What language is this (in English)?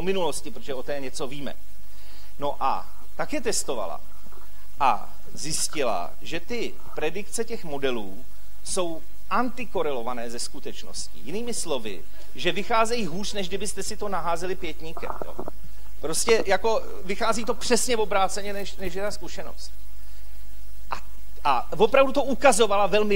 Czech